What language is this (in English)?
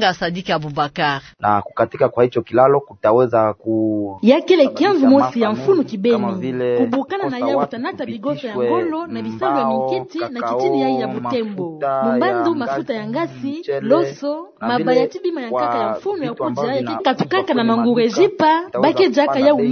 Kituba (Democratic Republic of Congo)